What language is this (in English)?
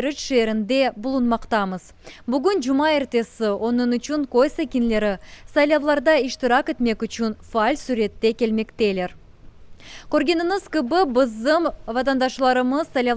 Crimean Tatar